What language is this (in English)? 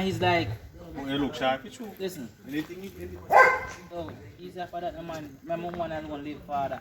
Jamaican Creole English